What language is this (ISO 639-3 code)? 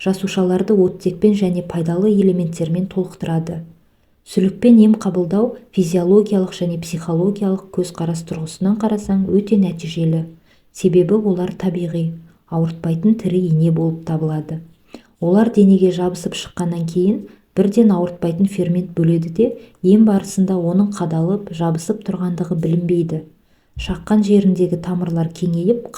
kaz